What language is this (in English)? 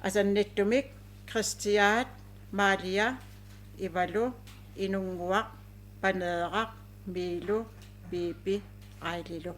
Kalaallisut